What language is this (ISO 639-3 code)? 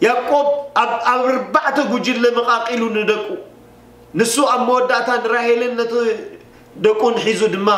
tir